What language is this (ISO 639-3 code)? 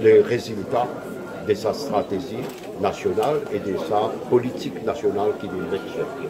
mfe